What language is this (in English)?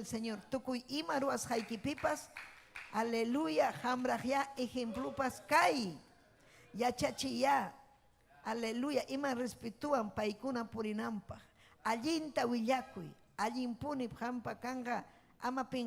Ayacucho Quechua